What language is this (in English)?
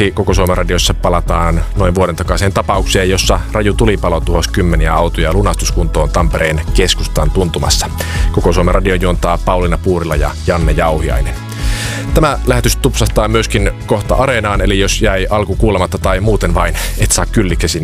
Finnish